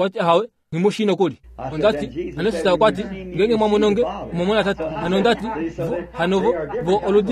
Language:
Kuanyama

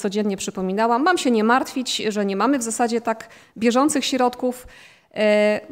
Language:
Polish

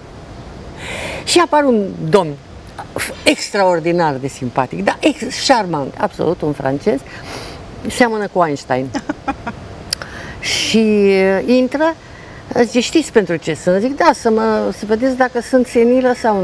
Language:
Romanian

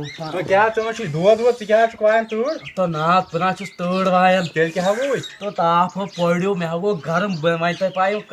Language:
Kashmiri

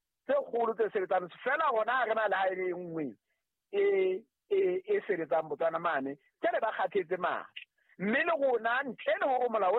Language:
Southern Sotho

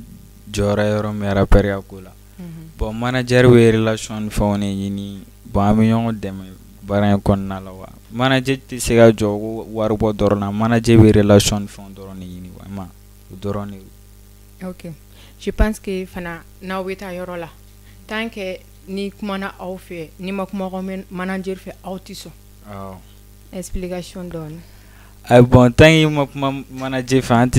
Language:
Bambara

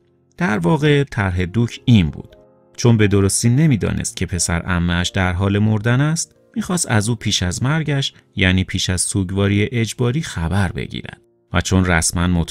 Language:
Persian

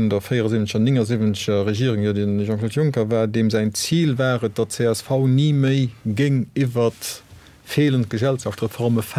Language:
Luxembourgish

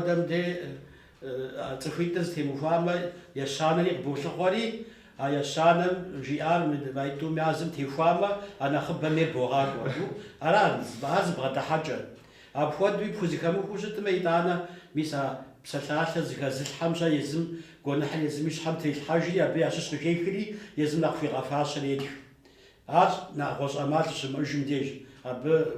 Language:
Kabardian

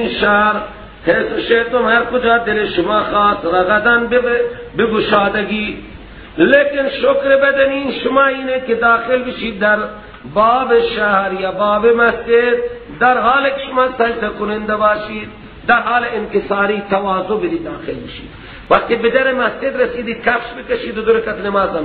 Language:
Persian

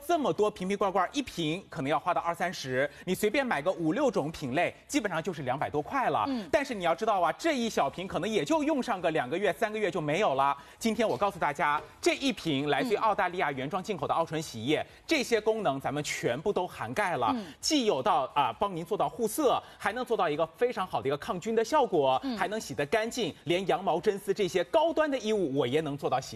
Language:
Chinese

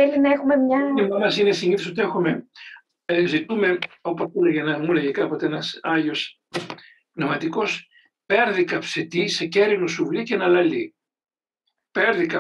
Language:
Greek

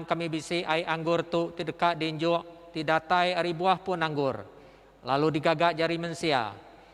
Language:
Iban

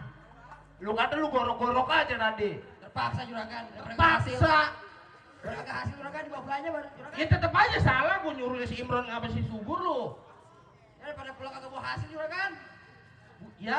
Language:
Betawi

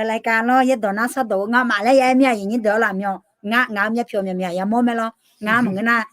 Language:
Akha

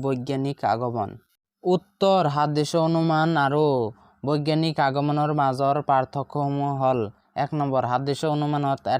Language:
Assamese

